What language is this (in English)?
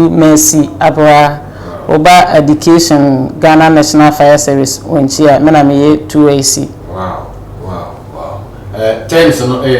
Akan